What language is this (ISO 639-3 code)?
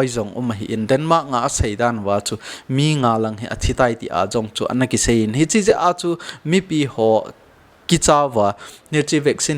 tcz